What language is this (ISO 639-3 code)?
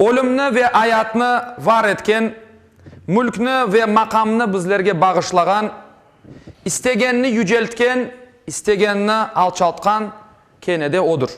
crh